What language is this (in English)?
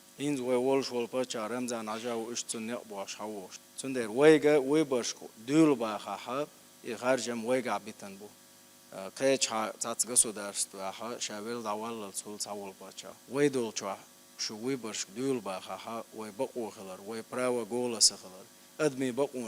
Chechen